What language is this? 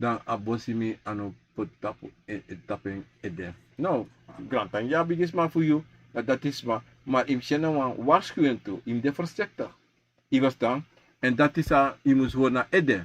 Sranan Tongo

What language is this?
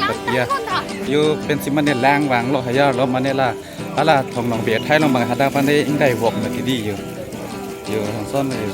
Karbi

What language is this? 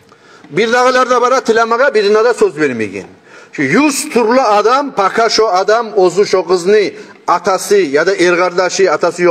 Kumyk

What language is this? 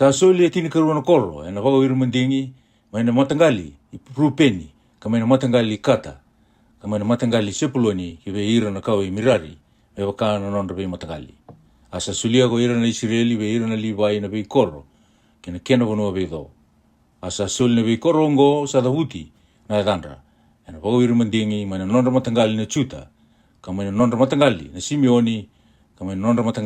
Fijian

